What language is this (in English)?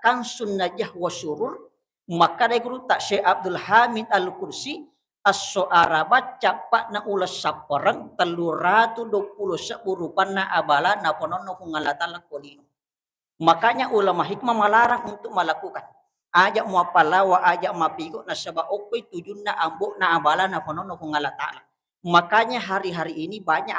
Buginese